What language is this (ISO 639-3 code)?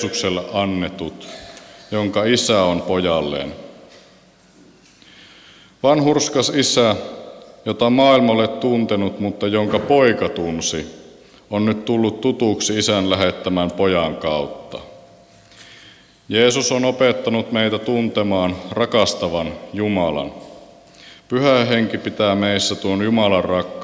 fin